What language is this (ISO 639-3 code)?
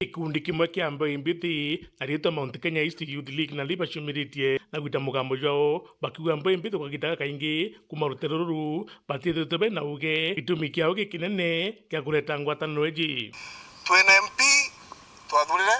mer